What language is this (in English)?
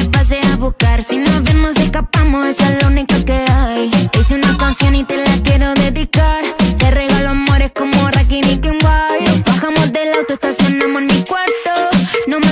Spanish